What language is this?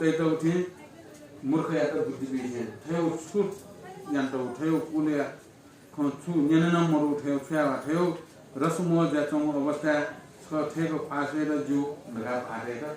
Newari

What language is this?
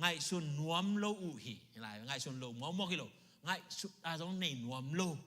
Tedim Chin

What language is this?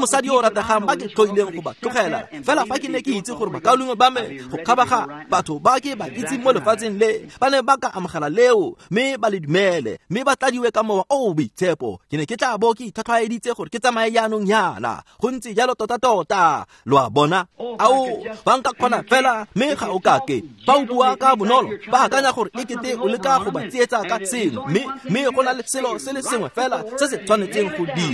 Tswana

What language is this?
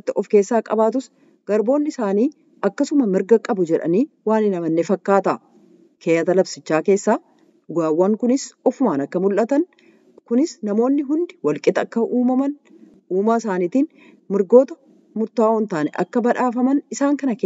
Oromo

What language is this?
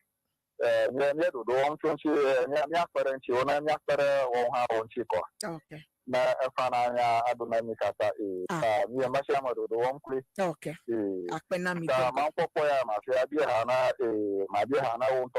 Ewe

